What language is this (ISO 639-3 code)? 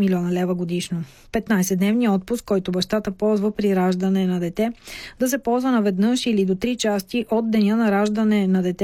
bul